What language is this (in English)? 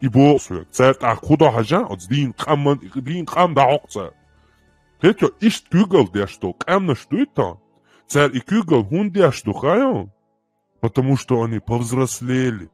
Chechen